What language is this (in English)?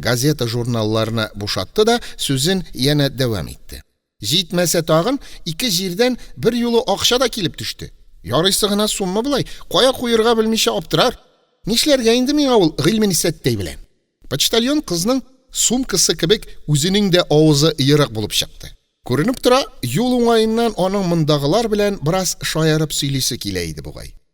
Tatar